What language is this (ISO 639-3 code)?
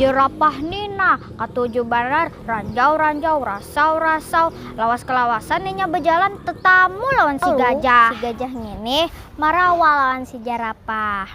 bjn